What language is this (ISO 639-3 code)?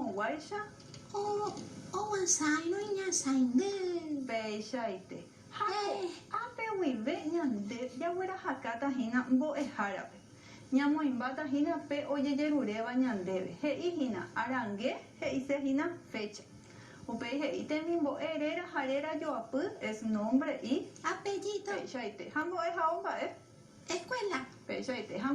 grn